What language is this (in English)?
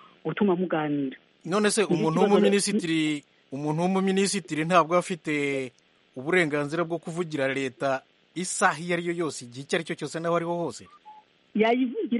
Kinyarwanda